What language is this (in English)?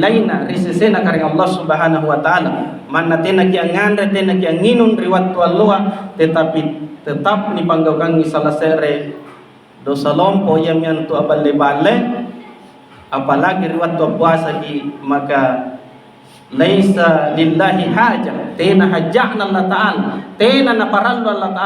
Makasar